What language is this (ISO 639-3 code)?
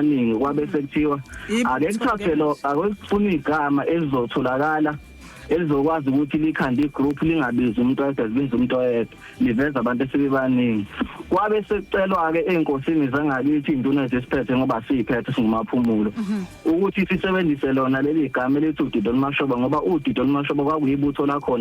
zul